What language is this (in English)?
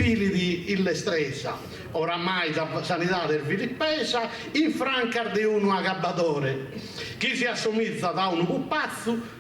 Sardinian